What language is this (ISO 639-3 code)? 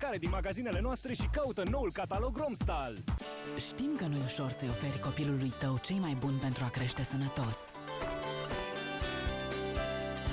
ron